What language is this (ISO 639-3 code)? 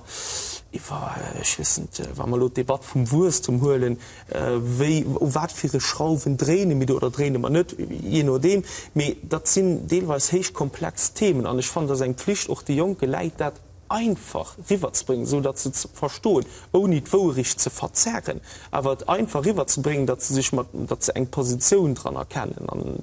ltz